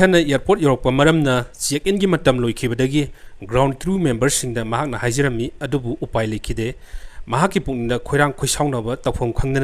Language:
Manipuri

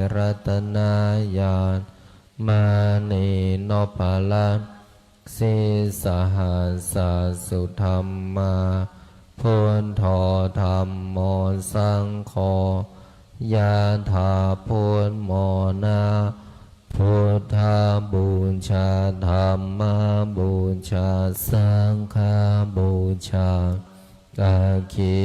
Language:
Pali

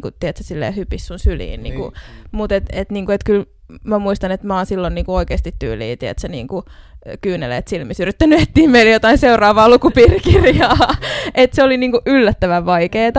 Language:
Finnish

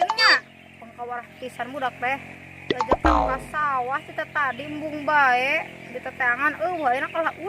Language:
Sundanese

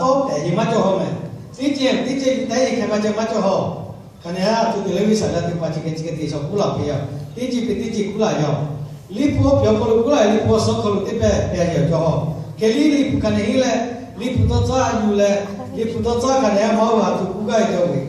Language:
Lahu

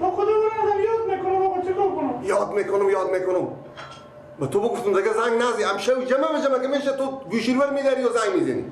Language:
Persian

